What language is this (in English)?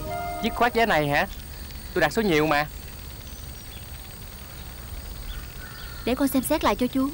Vietnamese